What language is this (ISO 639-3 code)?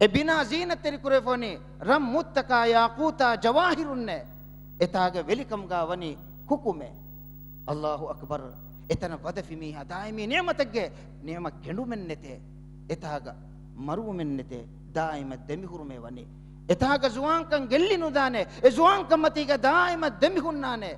div